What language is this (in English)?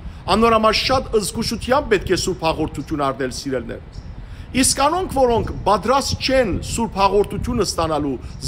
Western Armenian